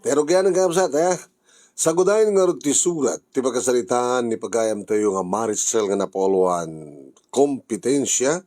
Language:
Iloko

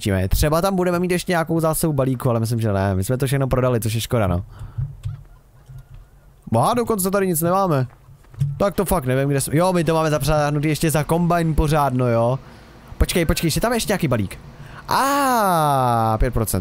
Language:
Czech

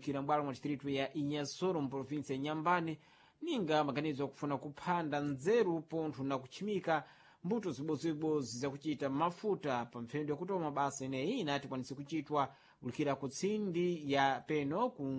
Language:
Sena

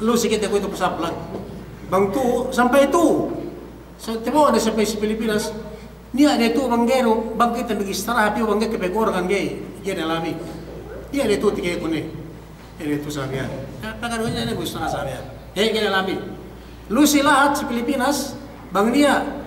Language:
Yakan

